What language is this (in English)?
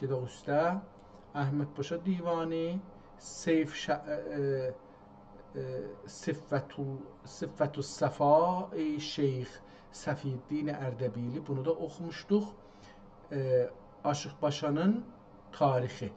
South Azerbaijani